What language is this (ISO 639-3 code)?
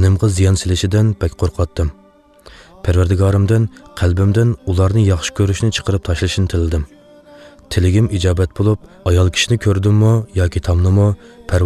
uig